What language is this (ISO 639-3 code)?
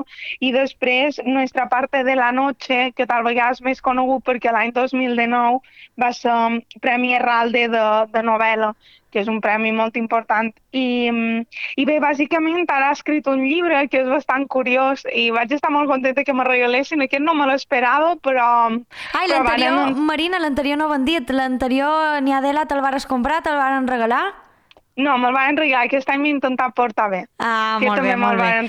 cat